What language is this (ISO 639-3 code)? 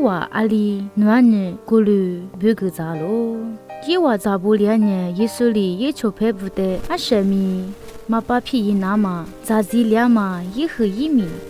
lis